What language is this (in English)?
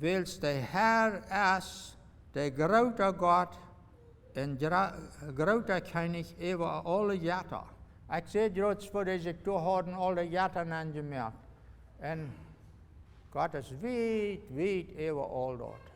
Plautdietsch